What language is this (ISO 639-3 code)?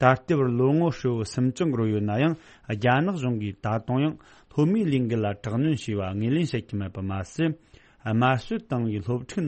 bod